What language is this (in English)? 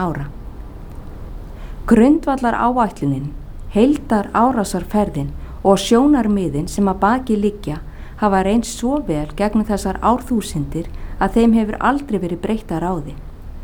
Icelandic